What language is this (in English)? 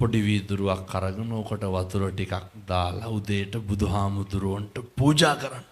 Sinhala